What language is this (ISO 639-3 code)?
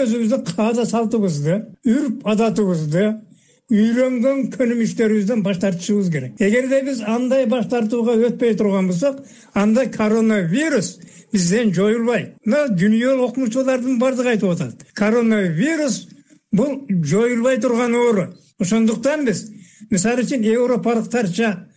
kir